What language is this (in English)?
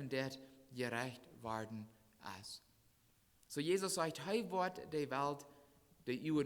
Plautdietsch